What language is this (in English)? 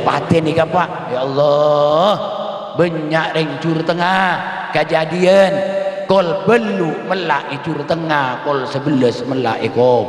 Madurese